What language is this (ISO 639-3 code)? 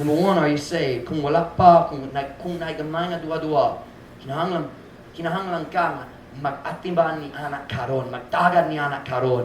ceb